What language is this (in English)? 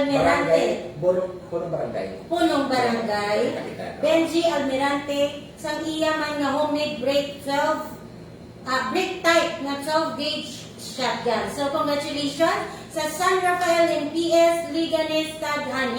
Hiligaynon